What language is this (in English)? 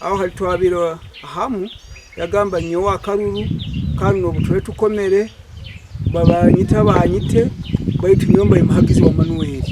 Nyankole